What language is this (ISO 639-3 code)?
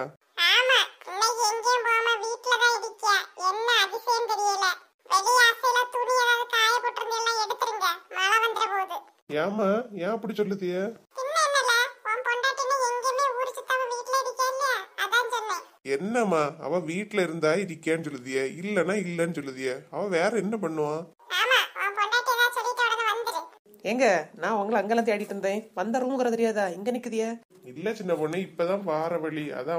tam